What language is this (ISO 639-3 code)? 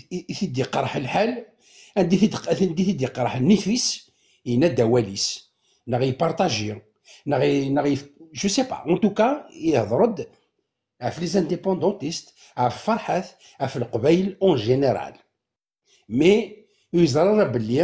kab